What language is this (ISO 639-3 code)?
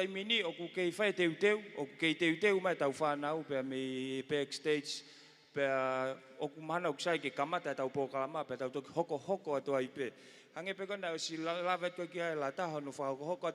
ton